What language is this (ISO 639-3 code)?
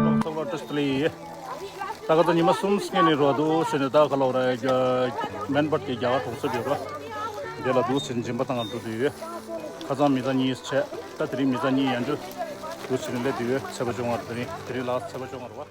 bod